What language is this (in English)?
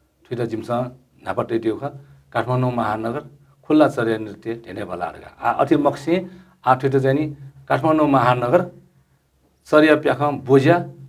Newari